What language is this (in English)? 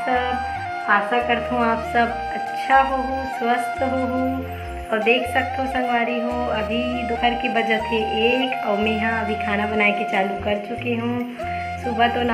Chhattisgarhi